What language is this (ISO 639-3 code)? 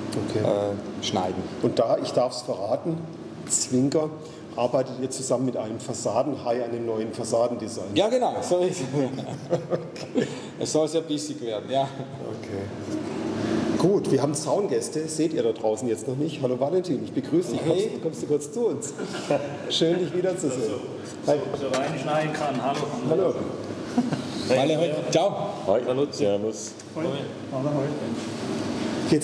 deu